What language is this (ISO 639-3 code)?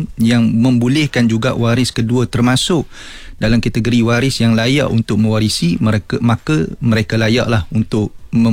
msa